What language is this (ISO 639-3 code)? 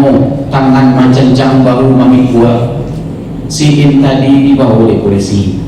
min